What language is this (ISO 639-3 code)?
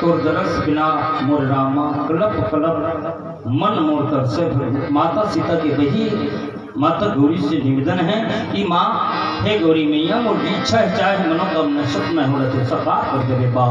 hne